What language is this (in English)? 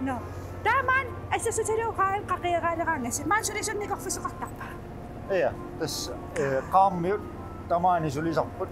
Kalaallisut